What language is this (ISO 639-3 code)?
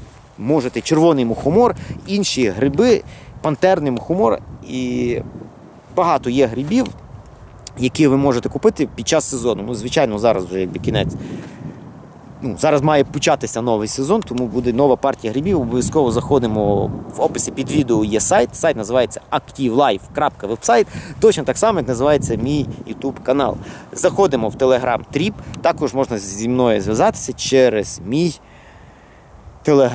ukr